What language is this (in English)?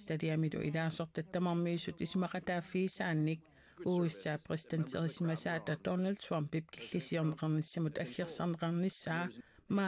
Kalaallisut